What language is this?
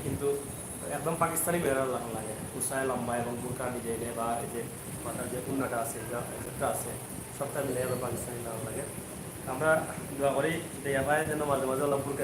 Sylheti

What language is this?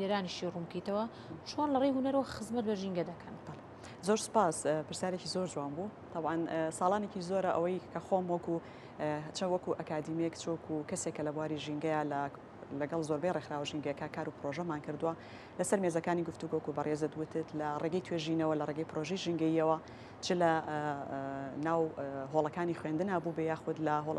Central Kurdish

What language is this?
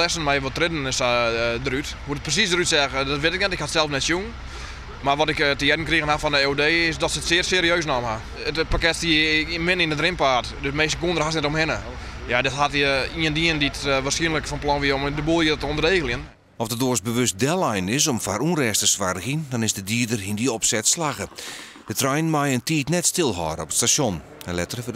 Western Frisian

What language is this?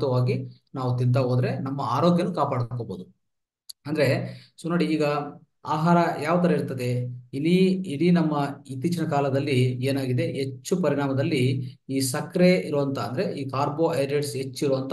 Kannada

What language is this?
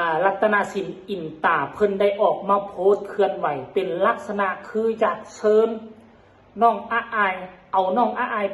Northeastern Thai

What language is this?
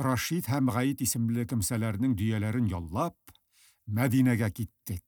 Tatar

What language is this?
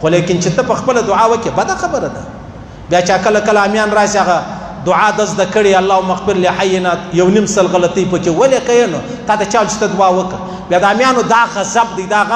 Pashto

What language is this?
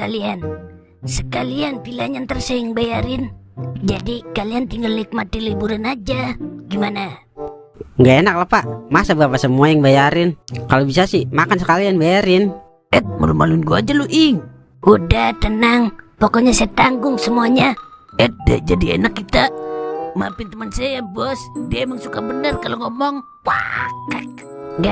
Betawi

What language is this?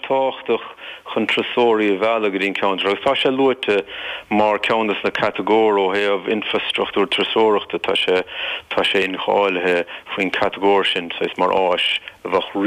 Irish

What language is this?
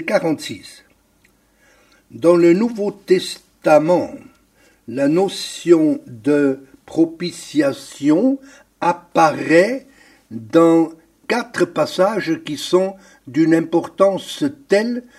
French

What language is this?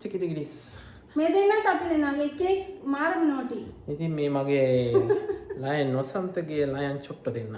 Sinhala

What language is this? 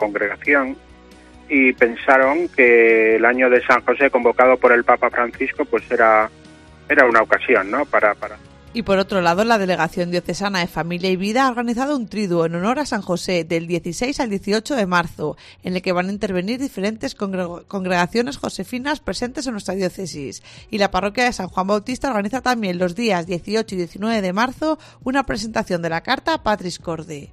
Spanish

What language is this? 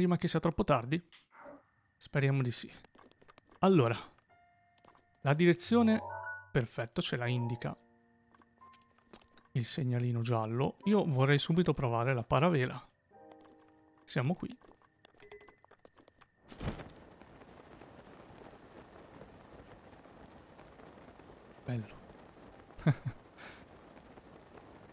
Italian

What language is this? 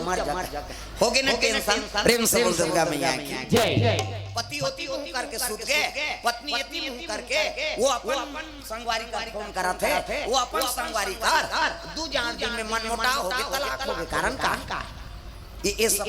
Chhattisgarhi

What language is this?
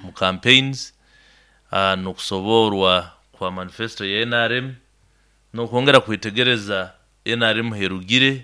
Nyankole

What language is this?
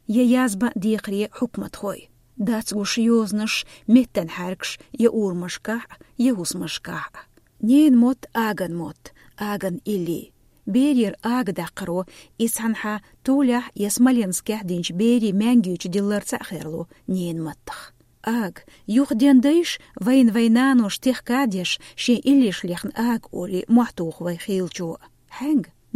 Chechen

